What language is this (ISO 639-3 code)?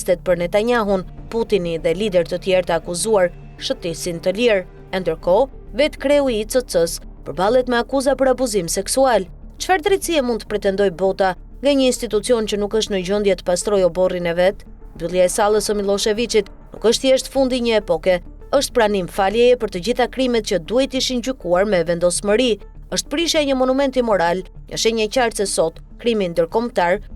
sqi